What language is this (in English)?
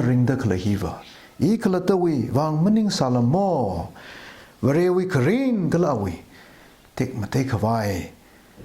Tangkhul Naga (India)